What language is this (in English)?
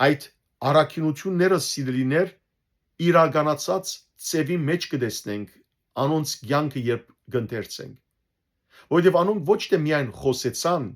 Western Armenian